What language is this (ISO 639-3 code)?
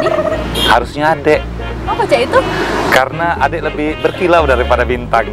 mui